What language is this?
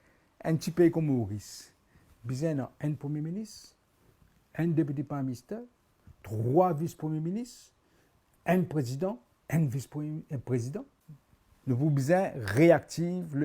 Morisyen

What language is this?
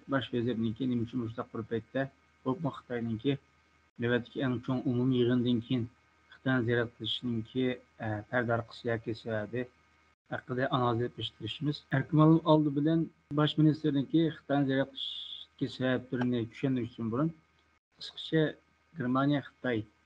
Uyghur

